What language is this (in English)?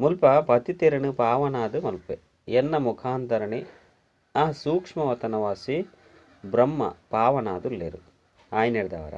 Tulu